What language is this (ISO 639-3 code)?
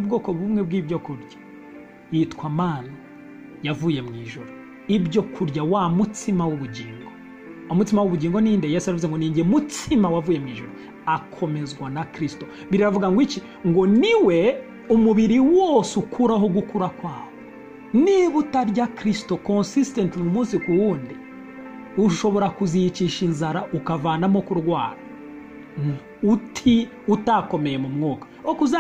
kin